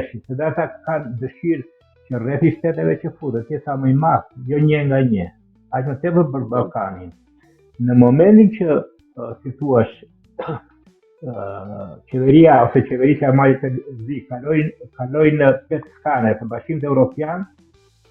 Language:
Albanian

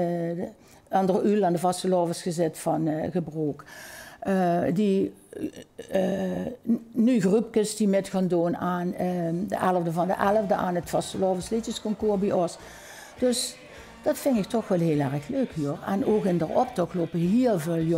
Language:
Limburgish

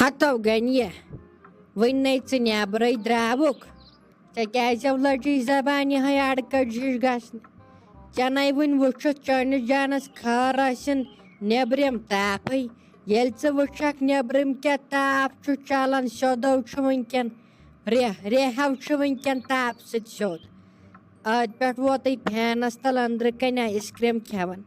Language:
Kashmiri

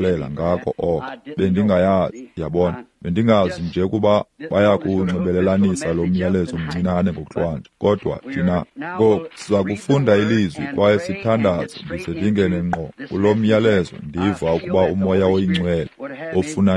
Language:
Xhosa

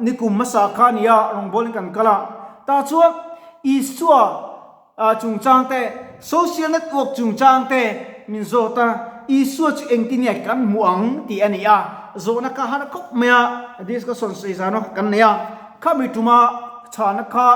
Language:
Mizo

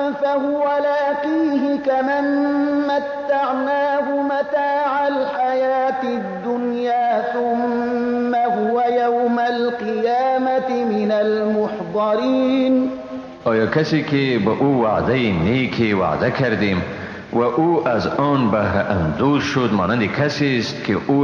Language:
Persian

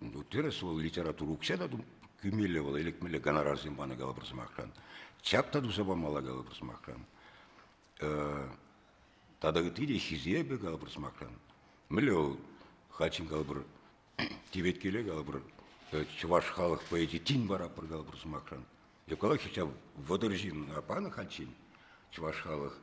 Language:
Chuvash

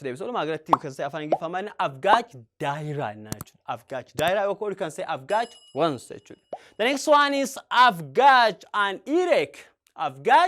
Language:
Oromo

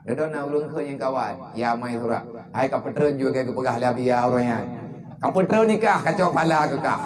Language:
Achinese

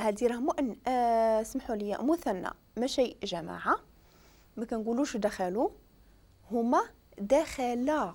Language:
Moroccan Arabic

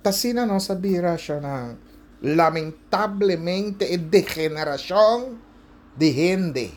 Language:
Papiamento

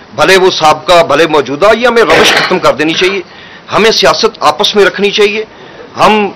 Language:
Urdu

